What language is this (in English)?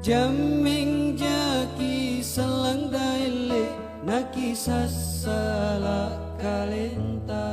Makasar